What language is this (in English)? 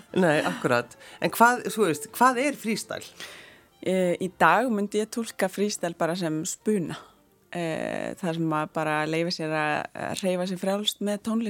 Icelandic